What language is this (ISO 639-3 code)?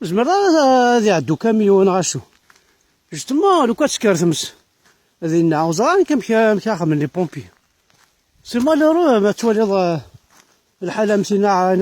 kab